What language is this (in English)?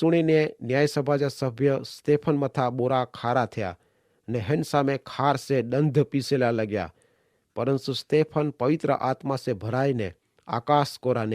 Kachhi